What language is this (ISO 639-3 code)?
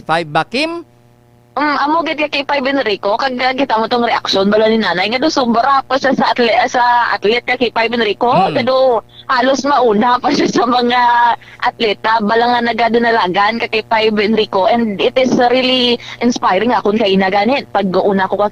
hil